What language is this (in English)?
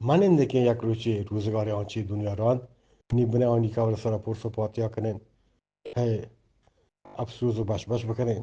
Eastern Balochi